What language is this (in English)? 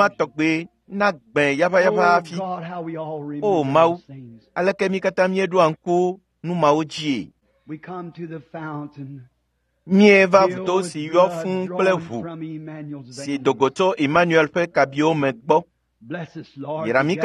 Ewe